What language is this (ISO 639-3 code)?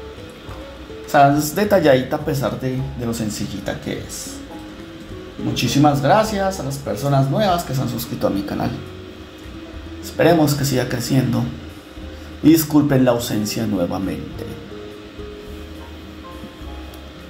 spa